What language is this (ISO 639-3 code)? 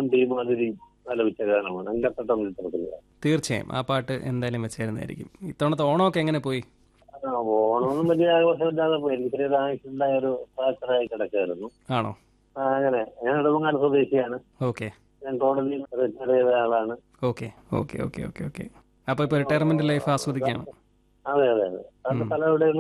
mal